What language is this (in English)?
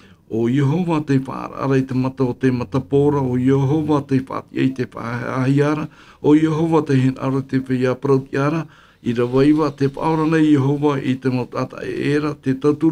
Tahitian